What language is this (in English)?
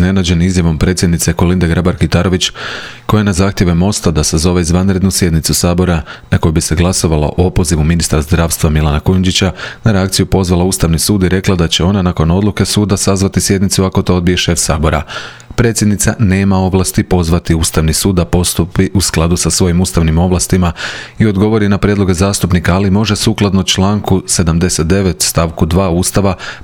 Croatian